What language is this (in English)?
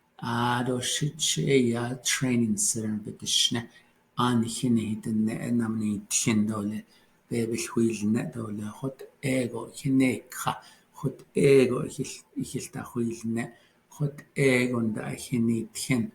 Navajo